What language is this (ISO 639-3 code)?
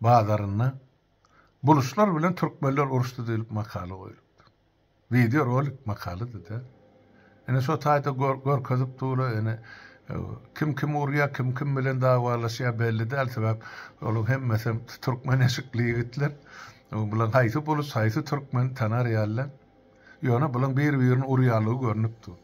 tuk